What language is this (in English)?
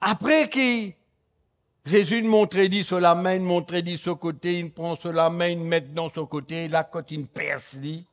Morisyen